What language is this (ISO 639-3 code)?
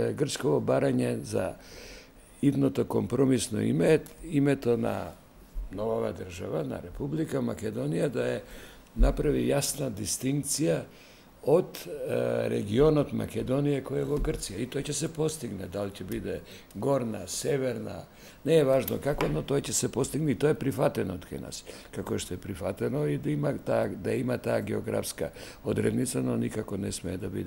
mkd